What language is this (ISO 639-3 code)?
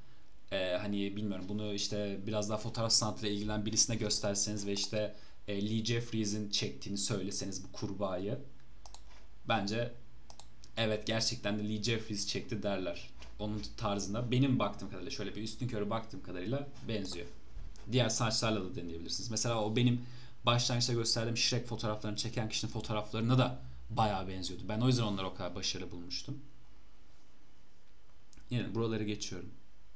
tur